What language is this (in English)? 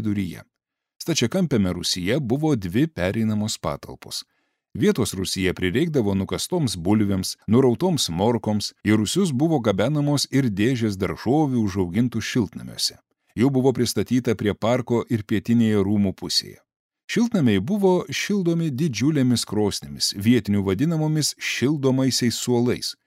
Lithuanian